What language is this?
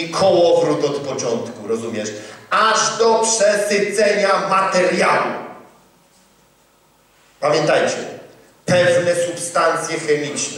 Polish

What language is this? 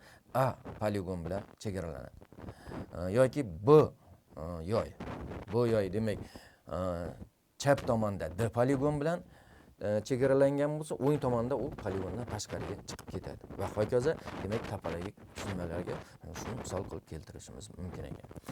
Uzbek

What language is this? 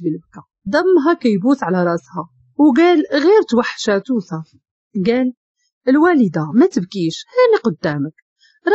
Moroccan Arabic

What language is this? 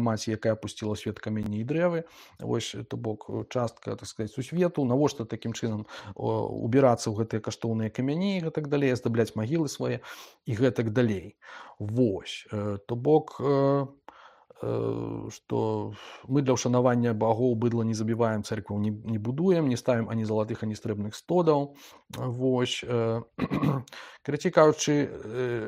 Belarusian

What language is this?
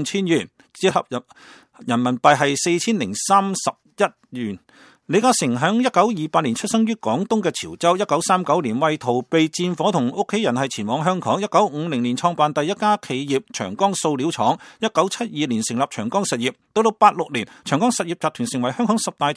Cantonese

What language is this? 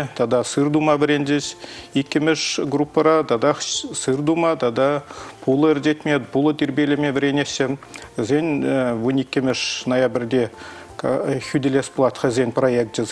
Chuvash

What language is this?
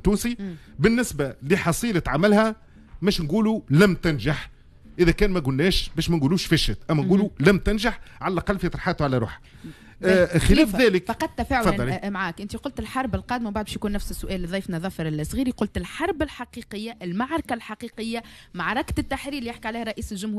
Tunisian Arabic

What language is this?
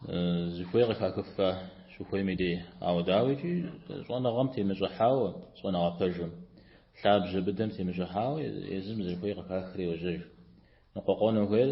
Kabardian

